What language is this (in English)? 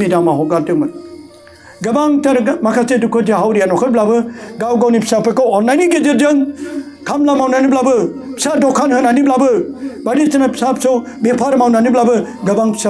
Bodo